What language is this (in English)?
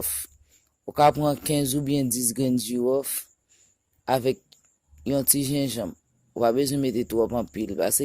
Haitian Creole